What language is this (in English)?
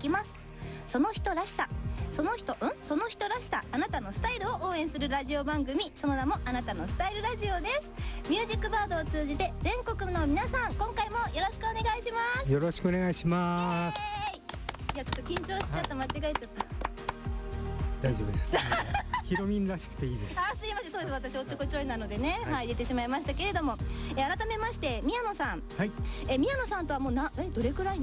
Japanese